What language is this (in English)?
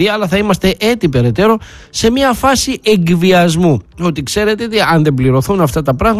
Greek